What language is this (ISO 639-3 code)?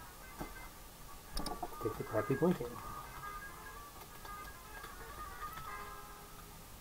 eng